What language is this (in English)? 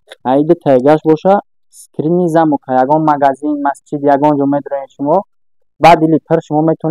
Tajik